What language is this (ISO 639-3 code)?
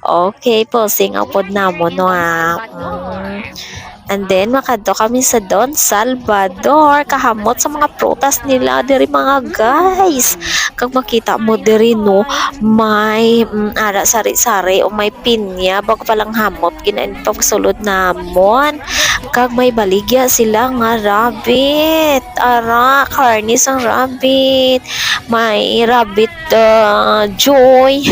hil